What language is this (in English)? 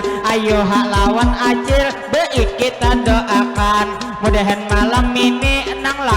Banjar